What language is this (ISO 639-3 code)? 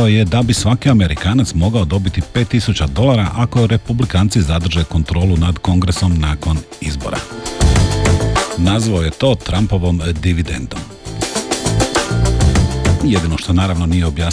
hrv